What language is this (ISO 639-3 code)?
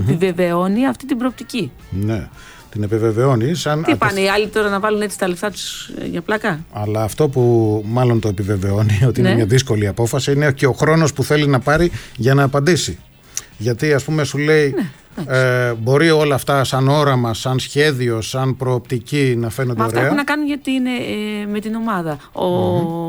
ell